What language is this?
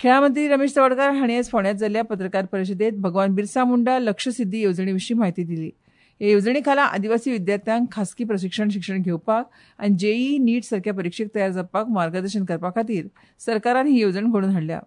Konkani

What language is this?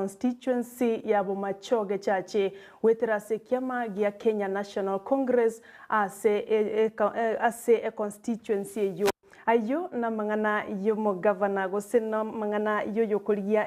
Gusii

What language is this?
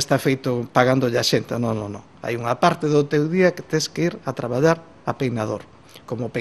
Galician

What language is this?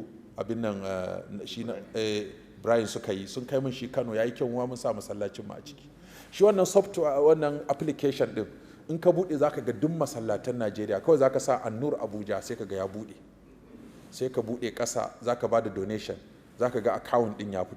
Hausa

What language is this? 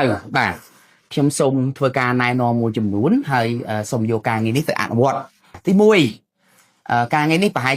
Khmer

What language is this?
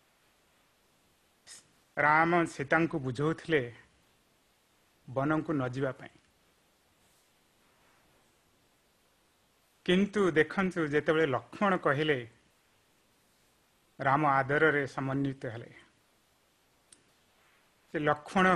Odia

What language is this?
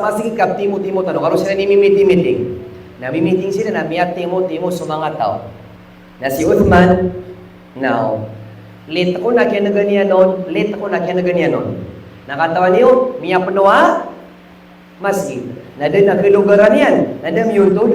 Maranao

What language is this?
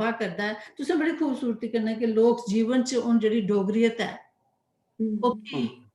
Dogri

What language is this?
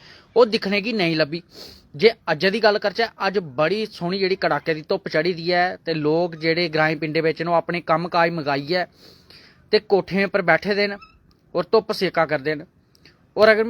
Dogri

